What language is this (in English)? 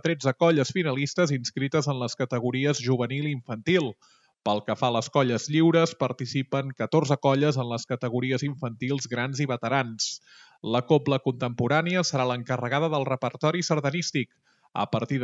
Catalan